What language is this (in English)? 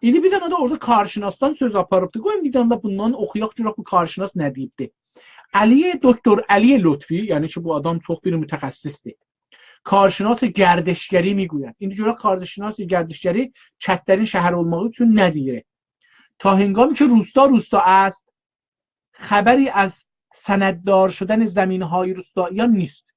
South Azerbaijani